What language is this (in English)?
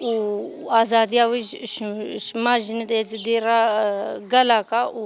Kurdish